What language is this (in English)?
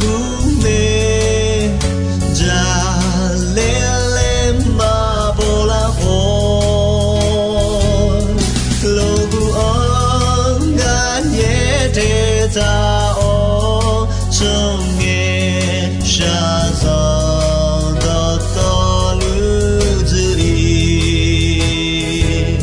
Akha